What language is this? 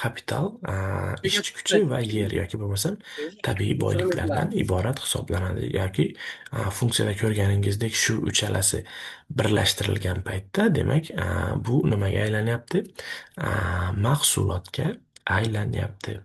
Uzbek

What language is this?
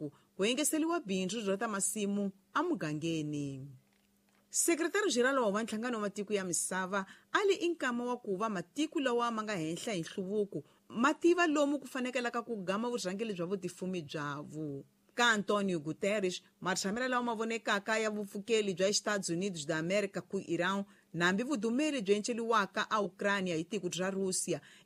Tsonga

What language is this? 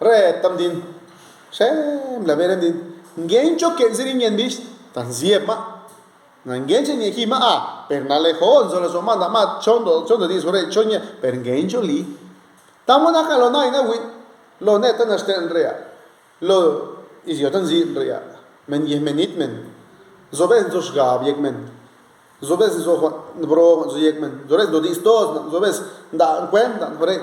Zapotec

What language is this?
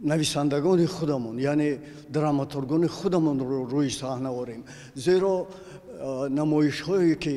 Tajik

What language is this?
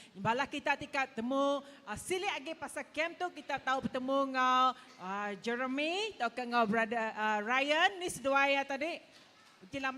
Iban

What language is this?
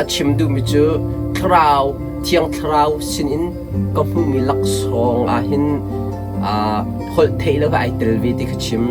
Hakha Chin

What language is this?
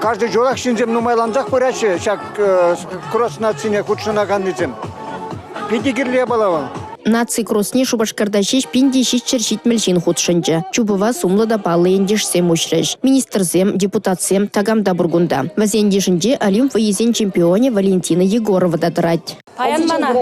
Chuvash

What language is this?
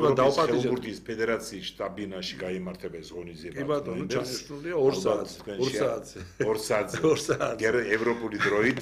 Georgian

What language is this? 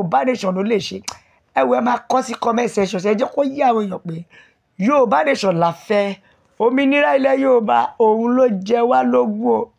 Yoruba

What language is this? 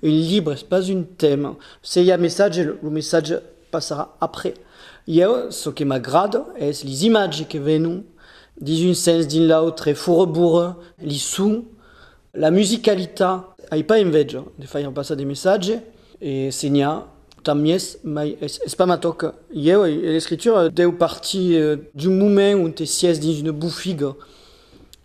Occitan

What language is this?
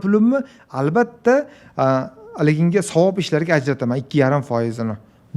Uzbek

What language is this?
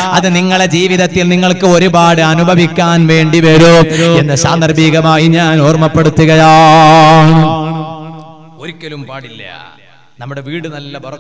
Malayalam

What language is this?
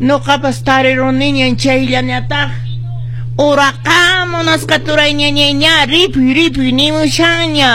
Quechua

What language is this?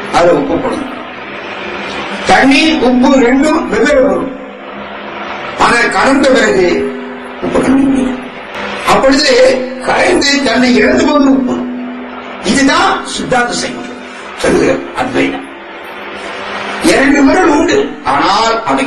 Tamil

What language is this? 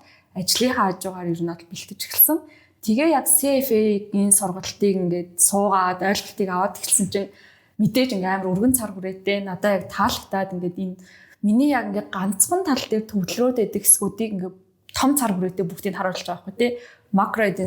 Mongolian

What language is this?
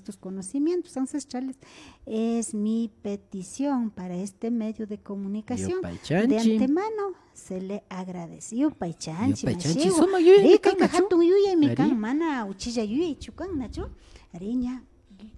Imbabura Highland Quichua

